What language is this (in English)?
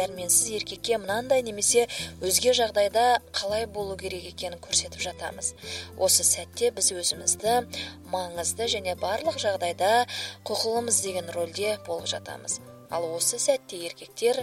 Kazakh